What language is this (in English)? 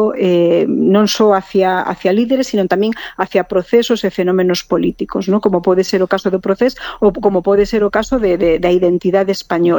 Galician